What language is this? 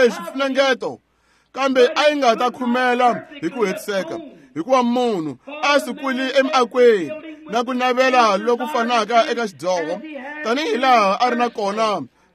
Tsonga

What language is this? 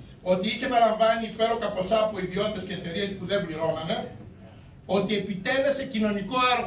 Greek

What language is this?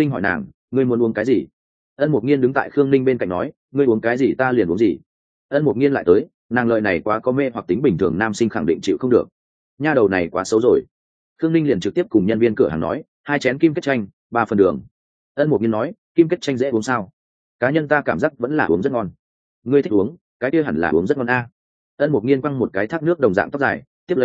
Vietnamese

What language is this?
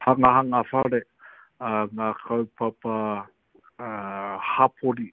Māori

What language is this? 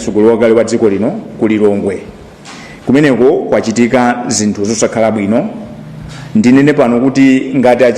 Nyanja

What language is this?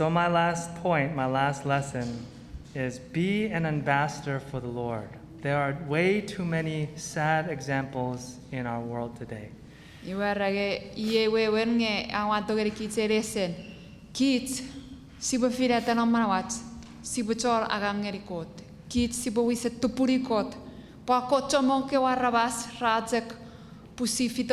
Chuukese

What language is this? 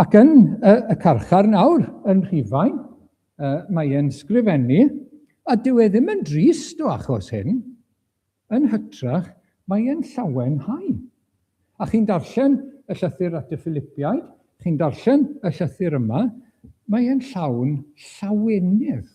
Welsh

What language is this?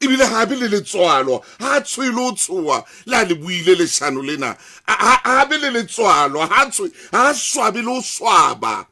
Southern Sotho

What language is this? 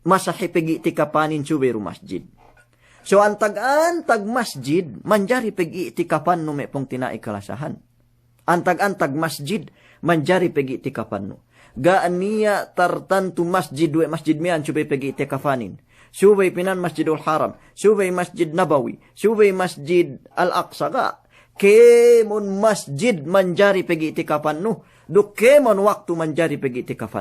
Yakan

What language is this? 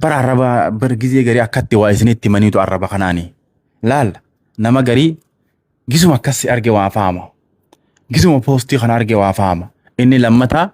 Oromo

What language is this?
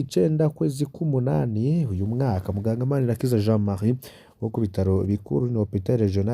Rundi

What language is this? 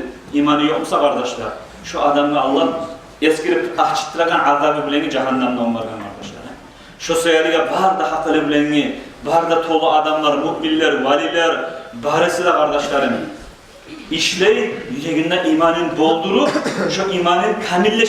Kumyk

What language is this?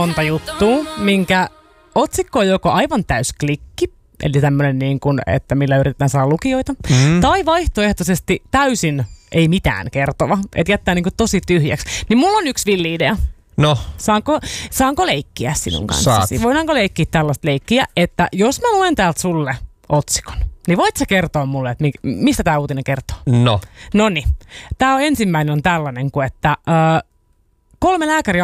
Finnish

